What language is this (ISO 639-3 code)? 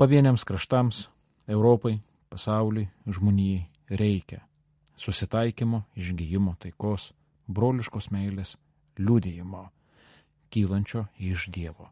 lit